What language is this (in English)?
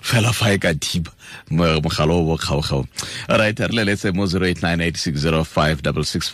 Tswana